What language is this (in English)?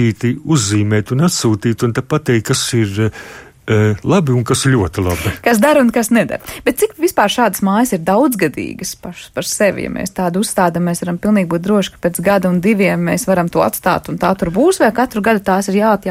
Latvian